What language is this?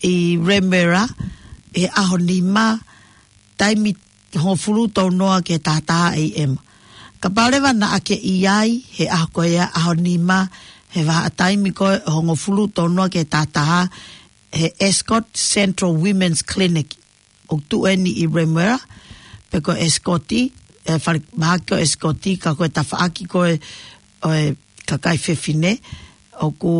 Tongan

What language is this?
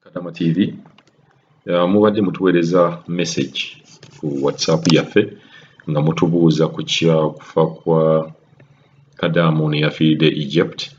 Ganda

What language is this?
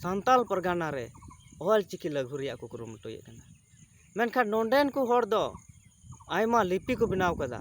Santali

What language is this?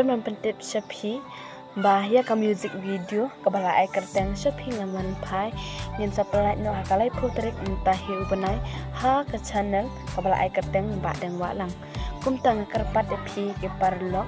Khasi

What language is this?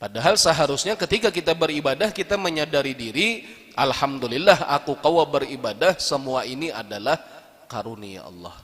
Banjar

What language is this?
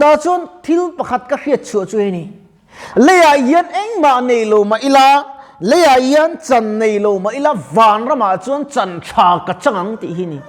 Mizo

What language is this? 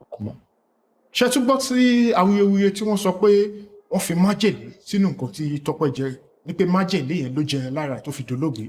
Yoruba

